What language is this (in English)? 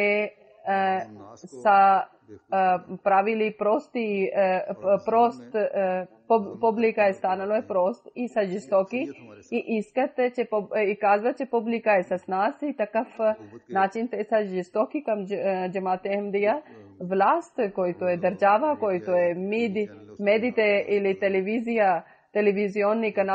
Bulgarian